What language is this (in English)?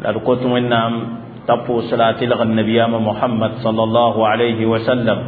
Mossi